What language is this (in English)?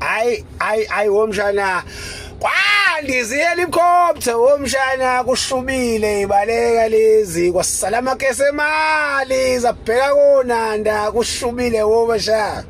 Zulu